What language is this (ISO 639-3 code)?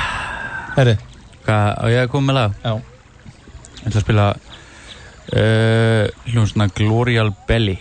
isl